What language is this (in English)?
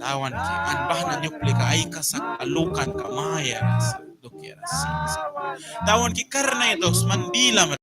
Mískito